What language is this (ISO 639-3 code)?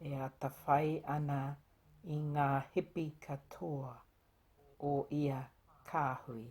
mri